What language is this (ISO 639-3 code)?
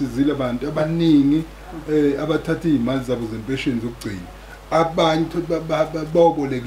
zul